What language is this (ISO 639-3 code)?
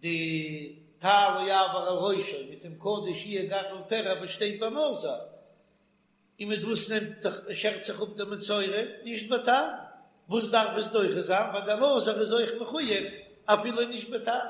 yid